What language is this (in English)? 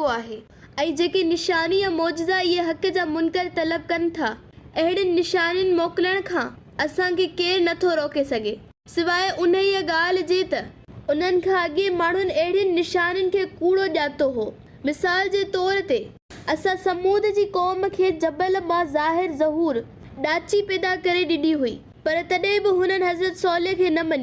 Sindhi